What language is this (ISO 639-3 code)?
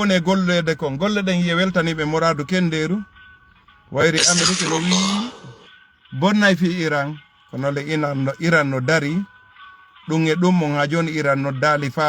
ful